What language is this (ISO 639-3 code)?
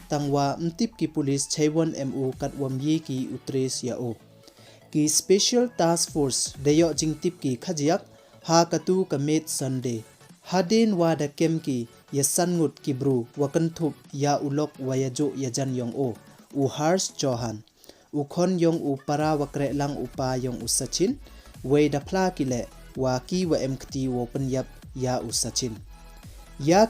pbv